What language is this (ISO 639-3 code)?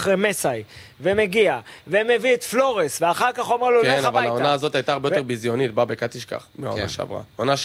heb